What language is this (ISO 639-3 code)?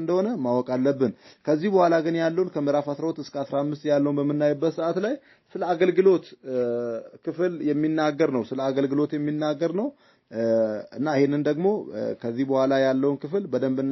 amh